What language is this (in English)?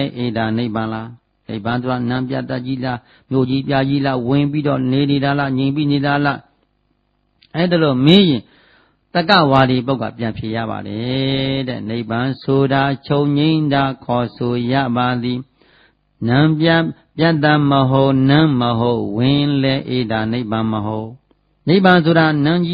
Burmese